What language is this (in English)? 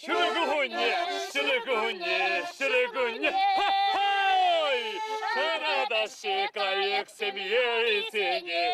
Chuvash